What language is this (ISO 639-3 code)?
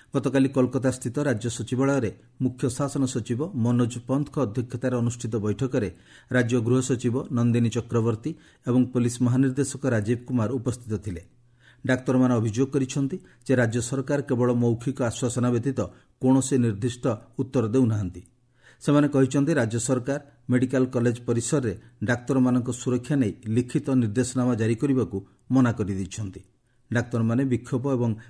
ori